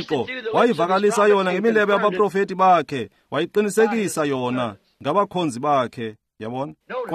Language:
Xhosa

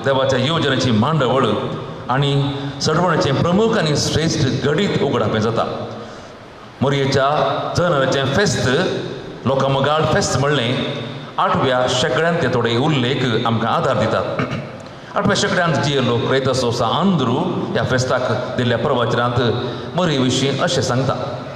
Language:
Konkani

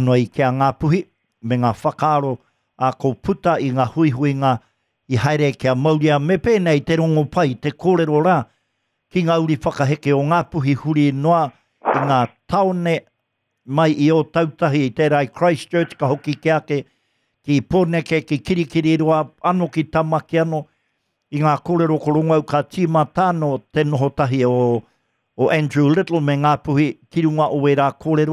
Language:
Māori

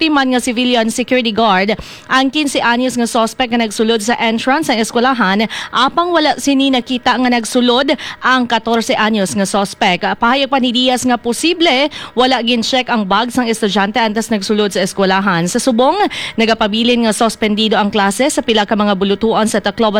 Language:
Hiligaynon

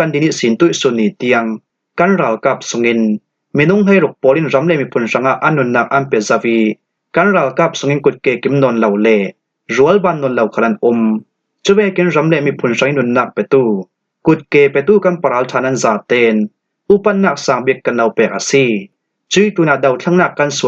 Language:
Falam Chin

